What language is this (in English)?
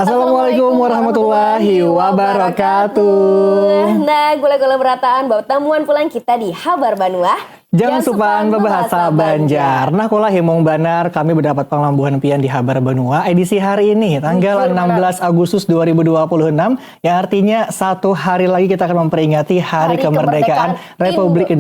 Banjar